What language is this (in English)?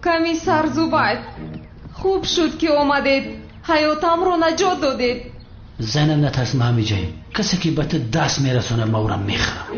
Tajik